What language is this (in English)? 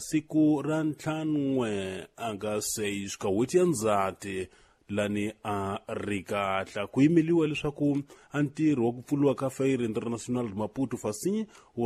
Tsonga